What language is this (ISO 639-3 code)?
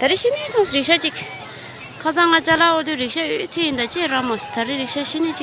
bod